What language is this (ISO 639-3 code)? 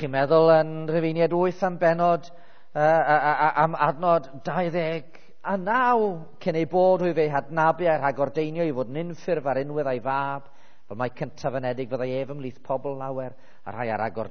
cym